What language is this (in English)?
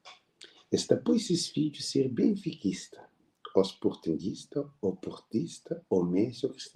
Kabuverdianu